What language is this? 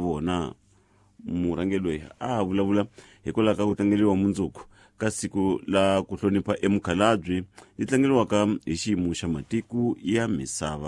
Tsonga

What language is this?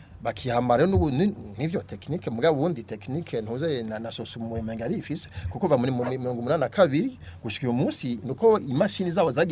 Rundi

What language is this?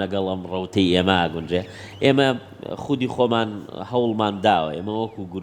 Central Kurdish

